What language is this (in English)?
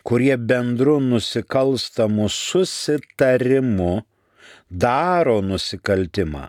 Lithuanian